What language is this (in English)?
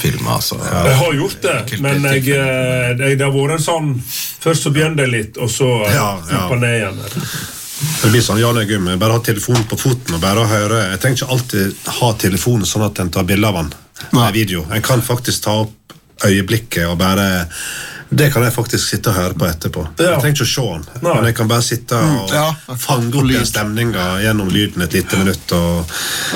Norwegian